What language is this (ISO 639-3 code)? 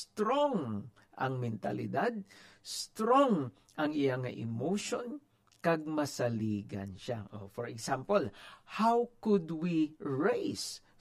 hil